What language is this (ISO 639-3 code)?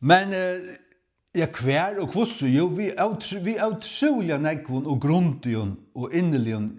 fao